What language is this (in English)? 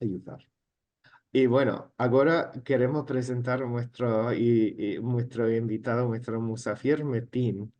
Ladino